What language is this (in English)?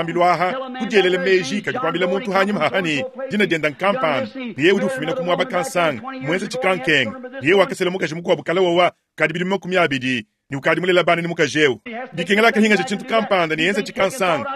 Luba-Lulua